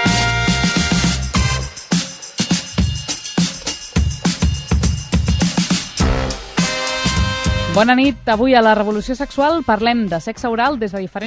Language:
Catalan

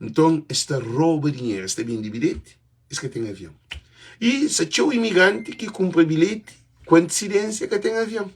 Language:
Kabuverdianu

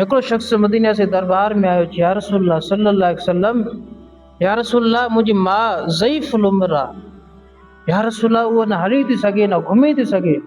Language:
Sindhi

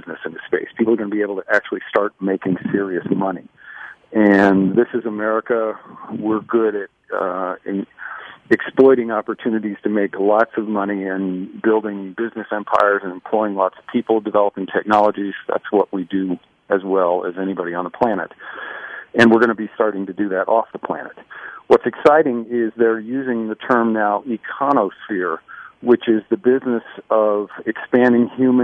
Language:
English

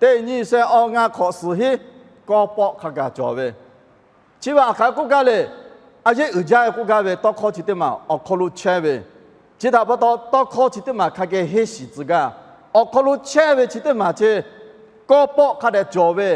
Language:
Lahu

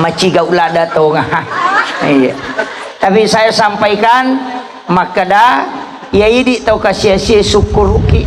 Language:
Buginese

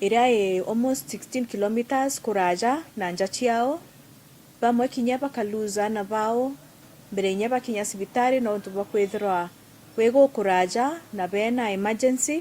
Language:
Meru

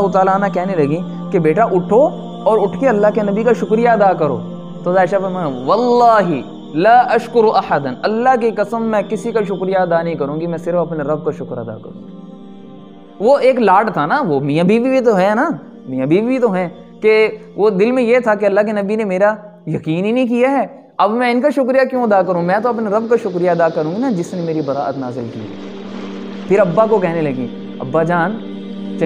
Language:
Urdu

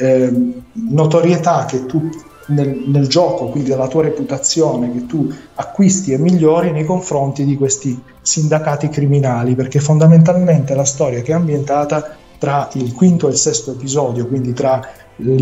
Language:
Italian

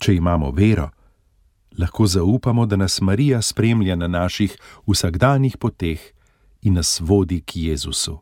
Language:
Slovenian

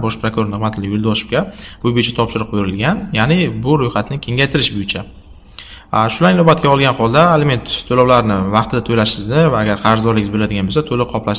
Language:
Uzbek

